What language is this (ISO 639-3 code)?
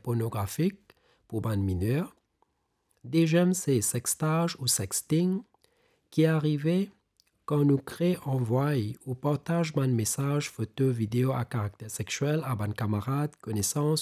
mfe